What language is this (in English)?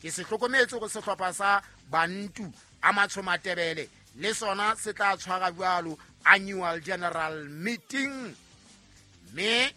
Southern Sotho